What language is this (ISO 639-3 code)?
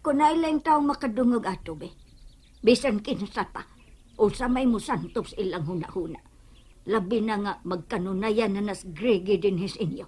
ceb